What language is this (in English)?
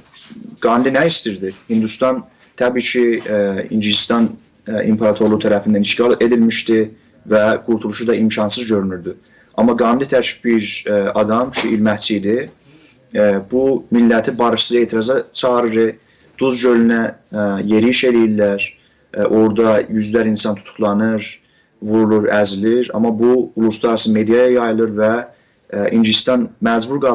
South Azerbaijani